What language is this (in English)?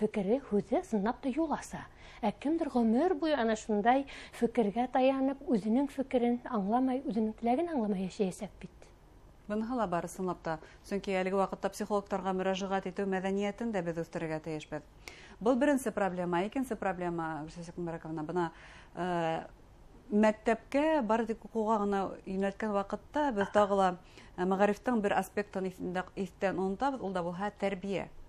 Bashkir